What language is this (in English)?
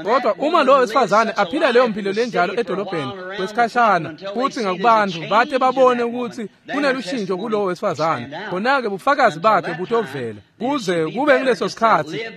Swati